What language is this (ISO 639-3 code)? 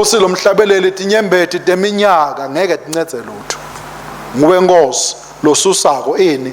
ssw